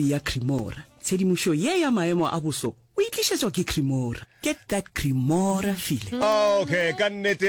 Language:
Northern Sotho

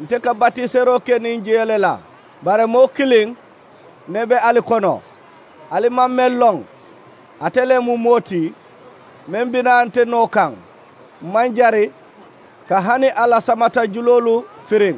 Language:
Mandingo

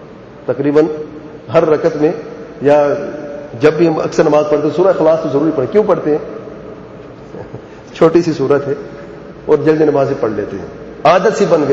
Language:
Urdu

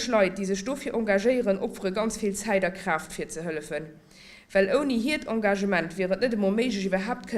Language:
Luxembourgish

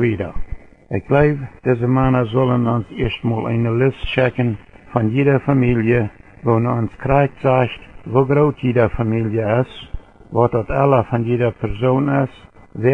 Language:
Plautdietsch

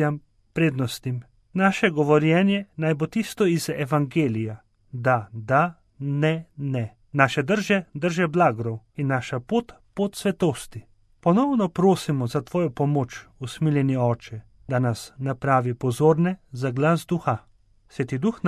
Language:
Slovenian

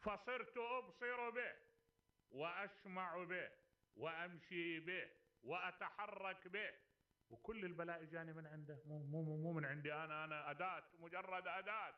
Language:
Mesopotamian Arabic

